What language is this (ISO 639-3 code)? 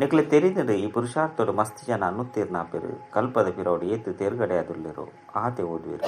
tcy